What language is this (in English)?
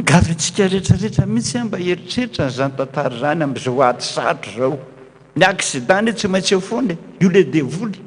Malagasy